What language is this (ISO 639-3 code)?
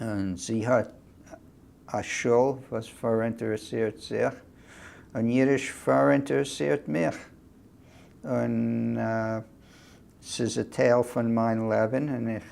yid